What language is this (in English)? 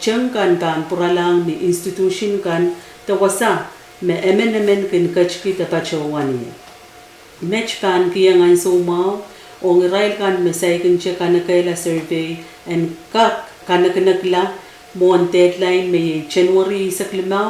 Pohnpeian